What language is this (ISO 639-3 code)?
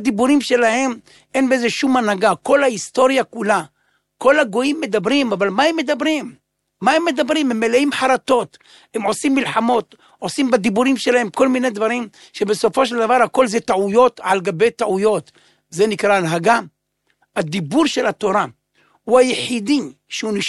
heb